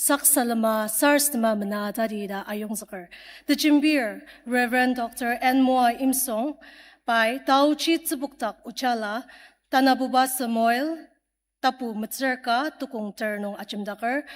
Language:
Ao Naga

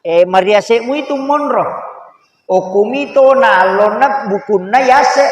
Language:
Buginese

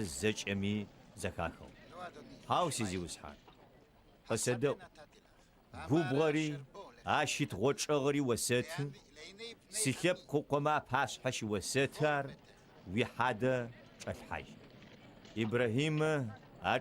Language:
Adyghe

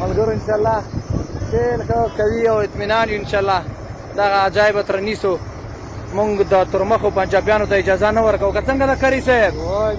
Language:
Pashto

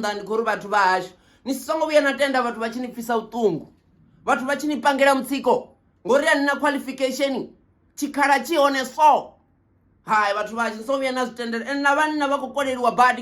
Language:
Venda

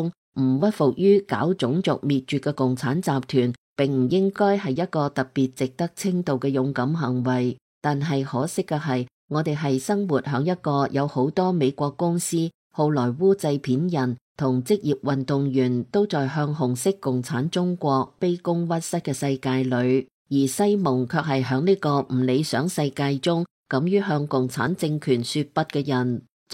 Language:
Cantonese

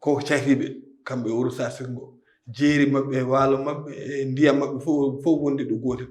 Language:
Fula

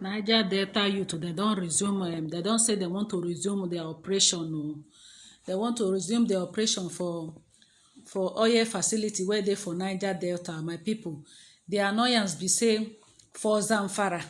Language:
Nigerian Pidgin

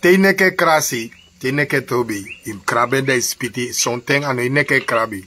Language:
Sranan Tongo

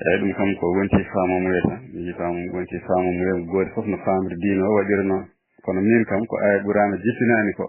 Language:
Fula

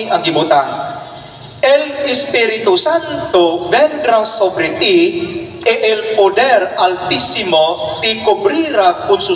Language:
Cebuano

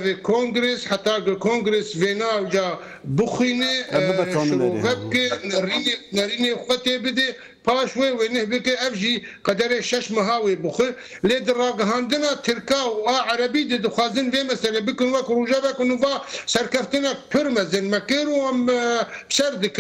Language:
Kurdish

